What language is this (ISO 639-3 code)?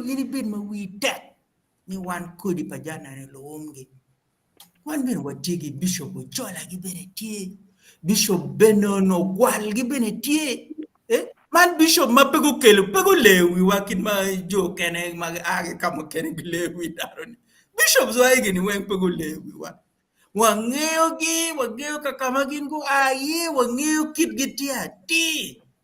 ach